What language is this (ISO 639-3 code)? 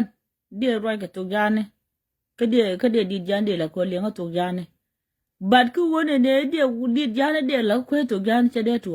nus